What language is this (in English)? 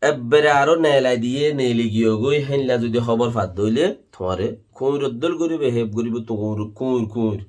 Rohingya